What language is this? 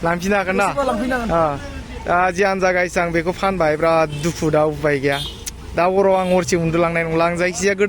Bodo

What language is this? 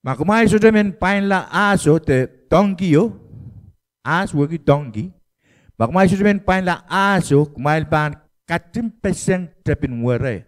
Pohnpeian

